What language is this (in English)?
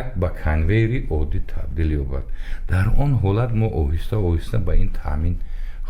Tajik